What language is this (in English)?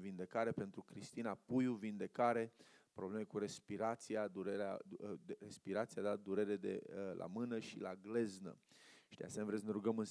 Romanian